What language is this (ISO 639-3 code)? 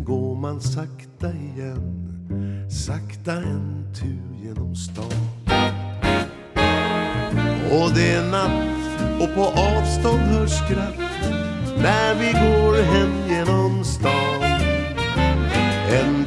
swe